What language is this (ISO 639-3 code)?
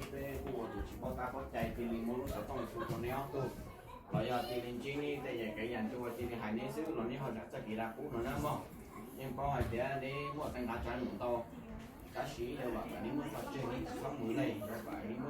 hmn